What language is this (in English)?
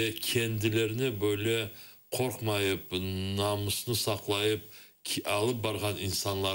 Crimean Tatar